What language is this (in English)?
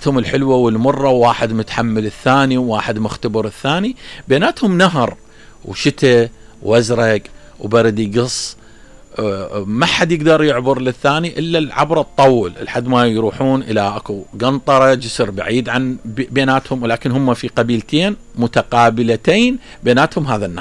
Mesopotamian Arabic